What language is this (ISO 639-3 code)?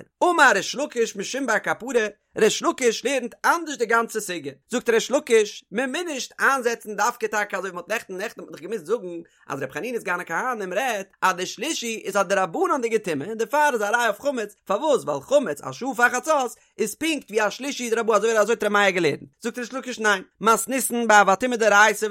yid